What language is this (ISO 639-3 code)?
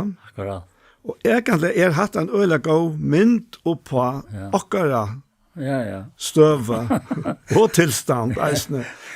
fao